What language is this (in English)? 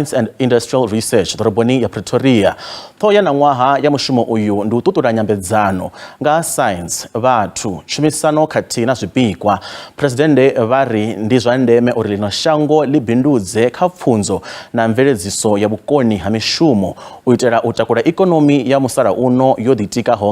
Venda